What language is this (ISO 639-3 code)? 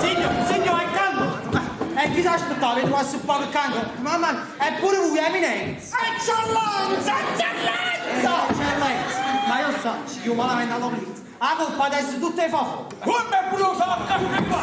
nap